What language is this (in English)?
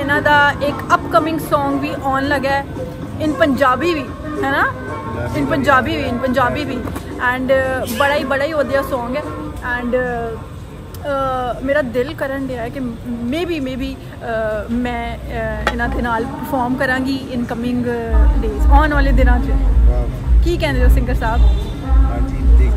Punjabi